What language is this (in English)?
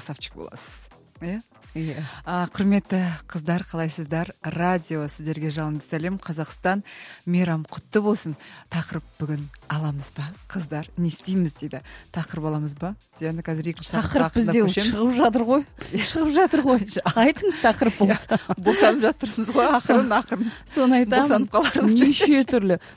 Kazakh